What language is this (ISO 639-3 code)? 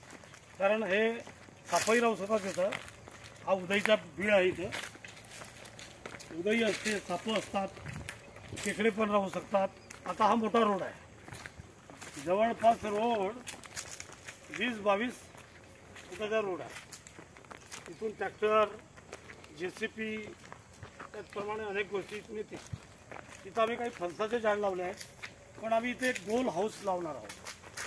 mar